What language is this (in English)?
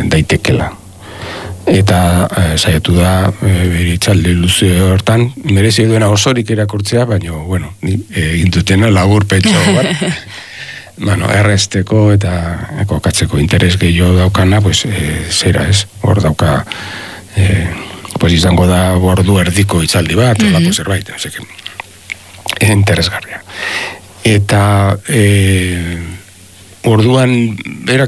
Basque